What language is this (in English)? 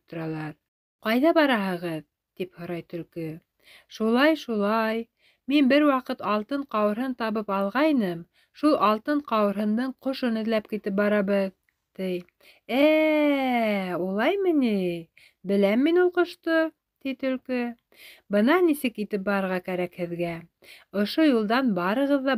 Bashkir